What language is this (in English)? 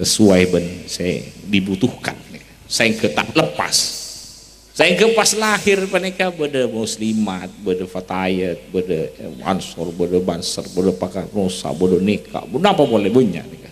Madurese